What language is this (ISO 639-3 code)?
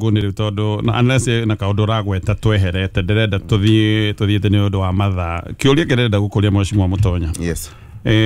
kik